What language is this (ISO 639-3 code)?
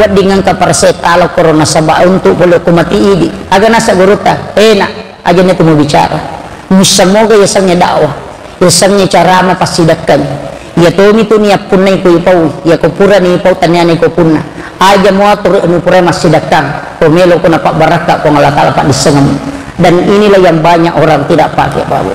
bug